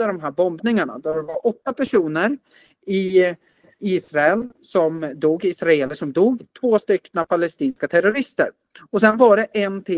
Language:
Swedish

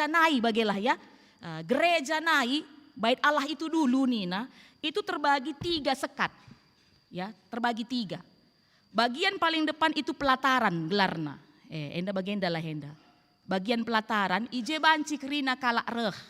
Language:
Batak Karo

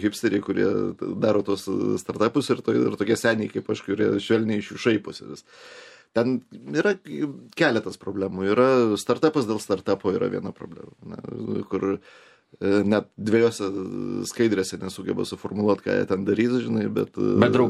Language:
Lithuanian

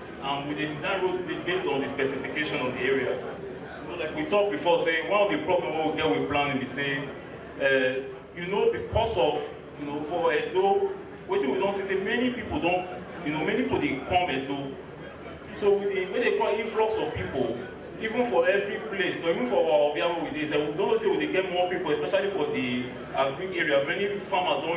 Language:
Nigerian Pidgin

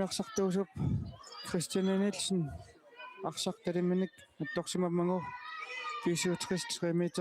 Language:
Kalaallisut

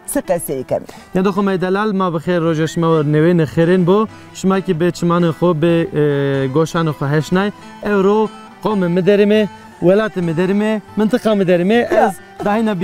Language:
Zaza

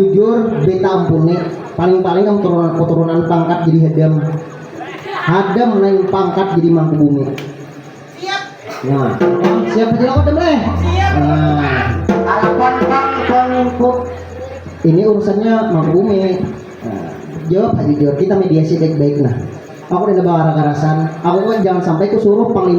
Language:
Banjar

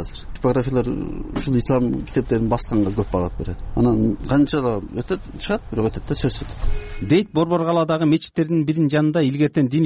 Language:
Kyrgyz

